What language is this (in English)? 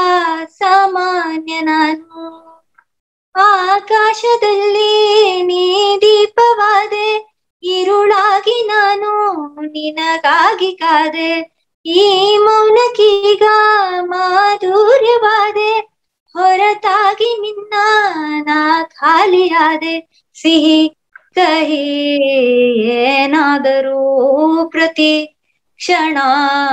Kannada